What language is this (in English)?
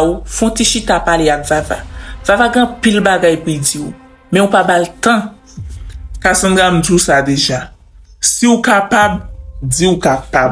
Haitian Creole